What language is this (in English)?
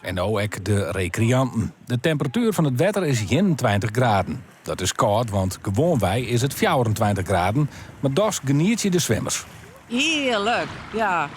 Western Frisian